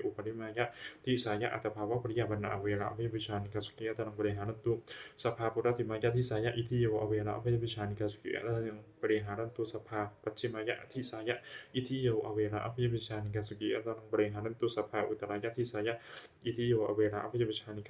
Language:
Pali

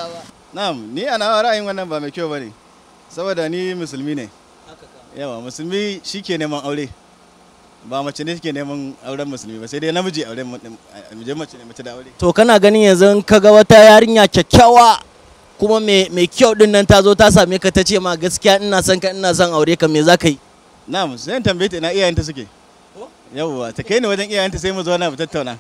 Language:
Hausa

